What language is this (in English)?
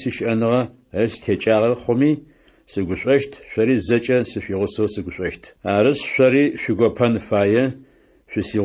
Adyghe